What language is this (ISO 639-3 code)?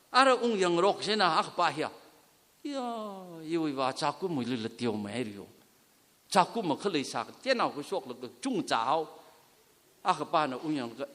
nmf